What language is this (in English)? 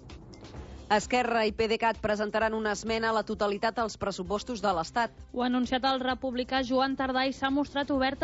Catalan